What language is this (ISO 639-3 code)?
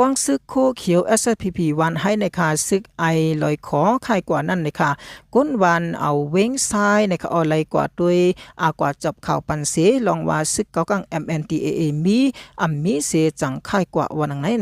shn